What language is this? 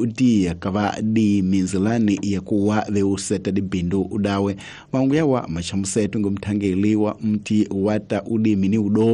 Tsonga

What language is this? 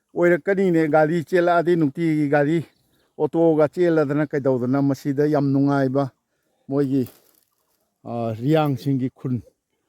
Manipuri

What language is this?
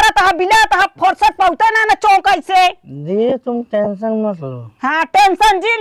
Awadhi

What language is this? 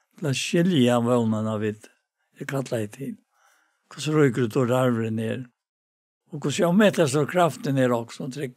Faroese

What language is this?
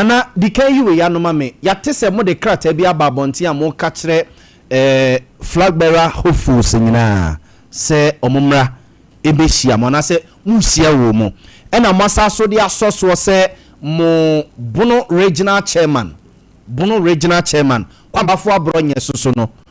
Akan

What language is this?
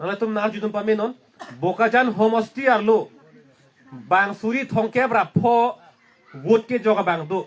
Karbi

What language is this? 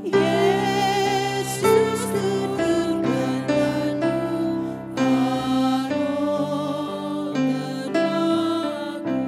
Batak Karo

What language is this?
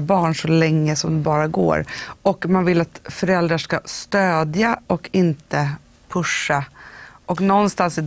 Swedish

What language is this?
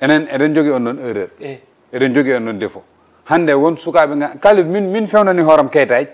Fula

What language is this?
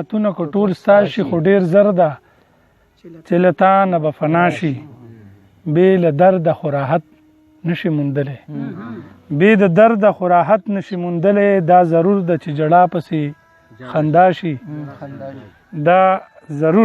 Pashto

